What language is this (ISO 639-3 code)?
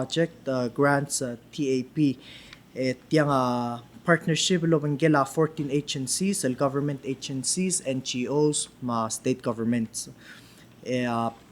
pau